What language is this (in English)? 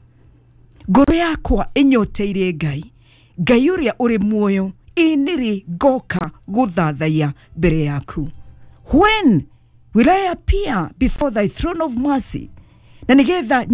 Kikuyu